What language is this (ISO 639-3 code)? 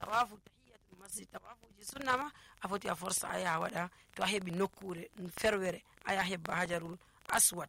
fuv